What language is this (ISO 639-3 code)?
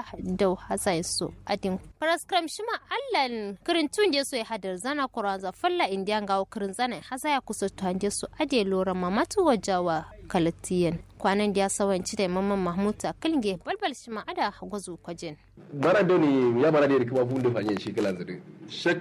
kau